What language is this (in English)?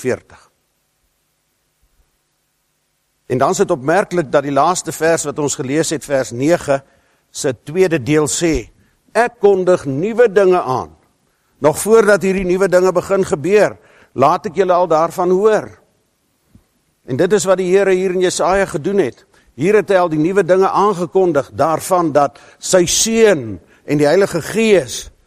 Afrikaans